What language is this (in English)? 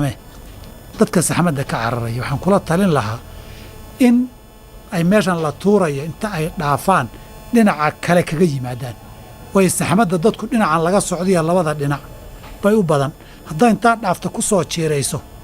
Somali